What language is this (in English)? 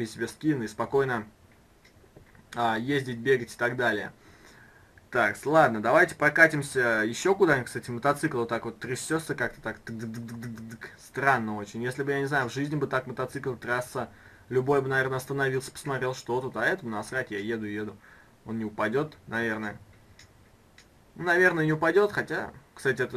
Russian